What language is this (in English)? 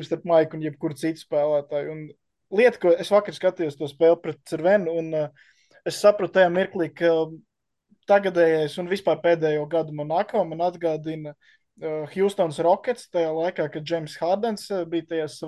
Latvian